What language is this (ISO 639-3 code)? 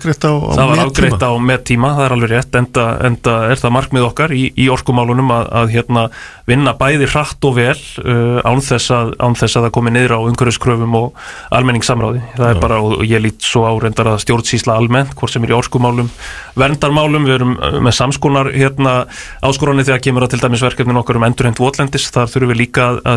isl